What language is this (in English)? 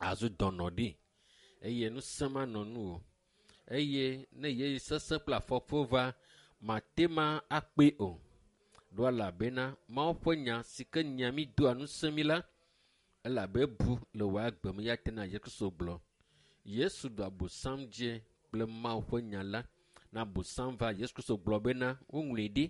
Ewe